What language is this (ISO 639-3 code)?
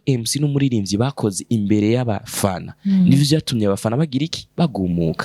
run